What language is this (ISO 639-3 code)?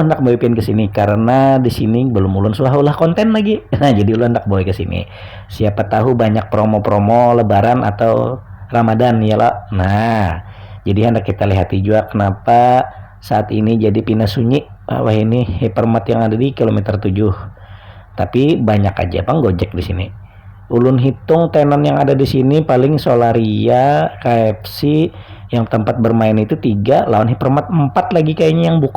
bjn